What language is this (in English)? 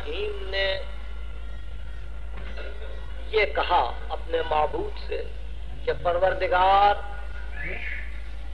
Urdu